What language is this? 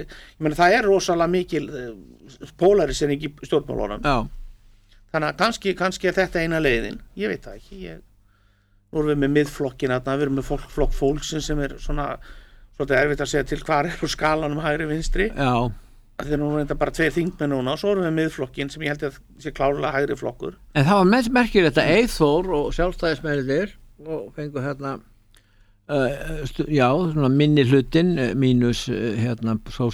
Icelandic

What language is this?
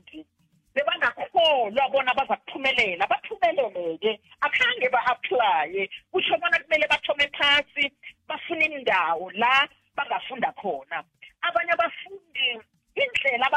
South Ndebele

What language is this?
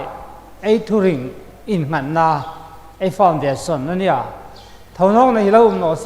Hmar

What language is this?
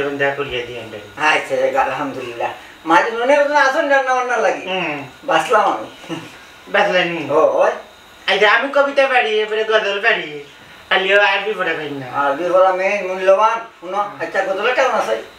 Sylheti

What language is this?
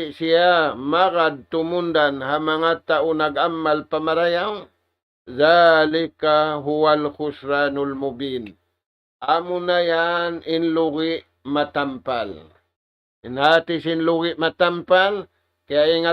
Tausug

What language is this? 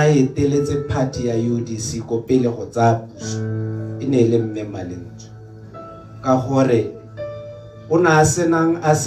Tswana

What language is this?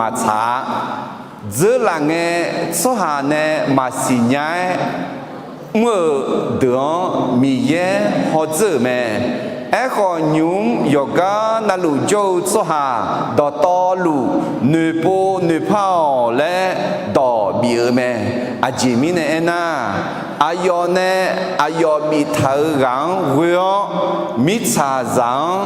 Akha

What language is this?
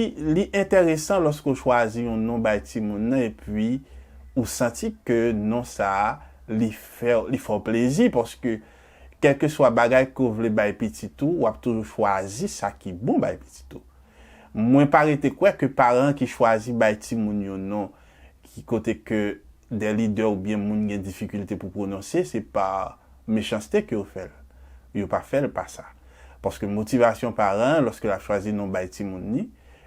Haitian Creole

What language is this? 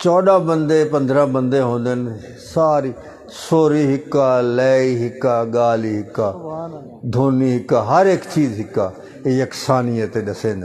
Saraiki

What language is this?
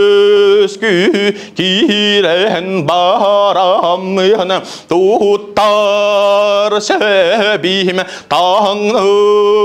Yakut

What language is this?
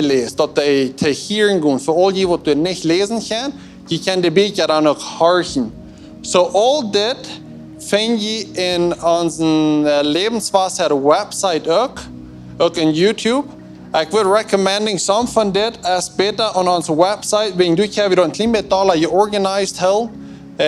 Plautdietsch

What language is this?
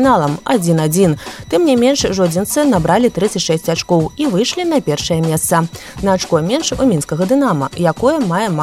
Belarusian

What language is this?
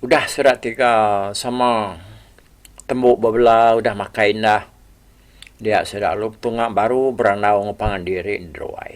Iban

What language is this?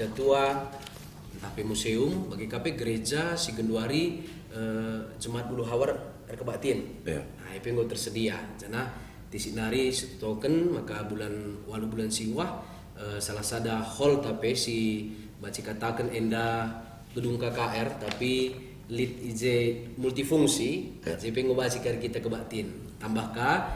Batak Karo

